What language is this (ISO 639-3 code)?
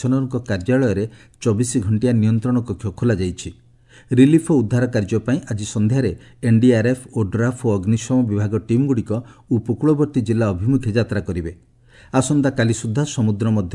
ori